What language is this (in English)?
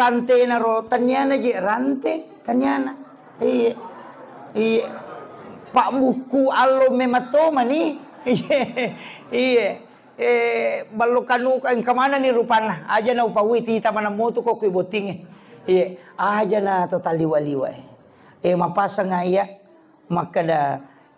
Buginese